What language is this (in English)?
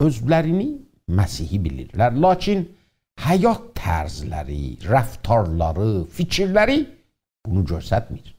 South Azerbaijani